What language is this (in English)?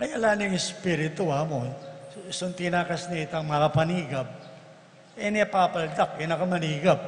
Pampanga